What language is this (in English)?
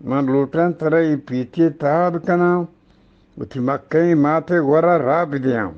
Eastern Balochi